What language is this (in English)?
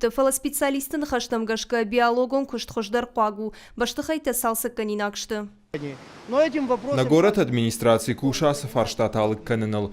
Ossetic